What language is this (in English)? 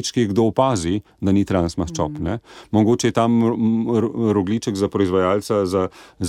Slovenian